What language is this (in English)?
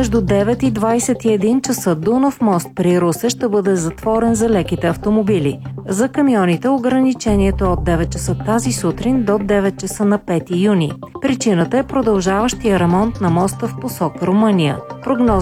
Bulgarian